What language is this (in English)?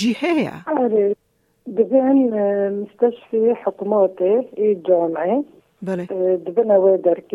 Kurdish